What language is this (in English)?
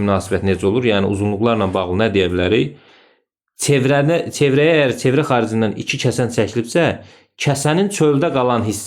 Azerbaijani